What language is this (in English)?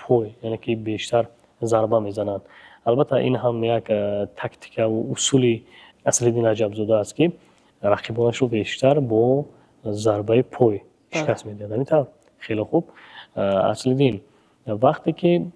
Tajik